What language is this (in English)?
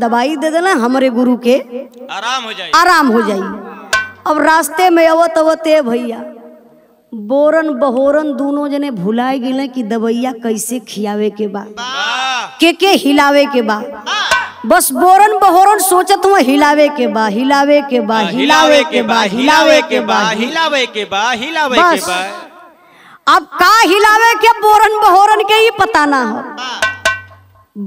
Bhojpuri